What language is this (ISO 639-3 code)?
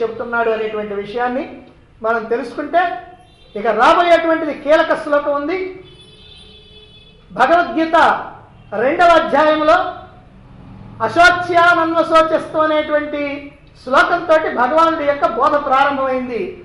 tel